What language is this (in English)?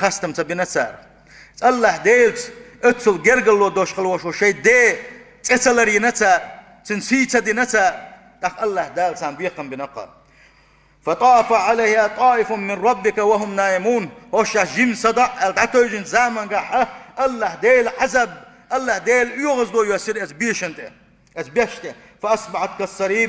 Chechen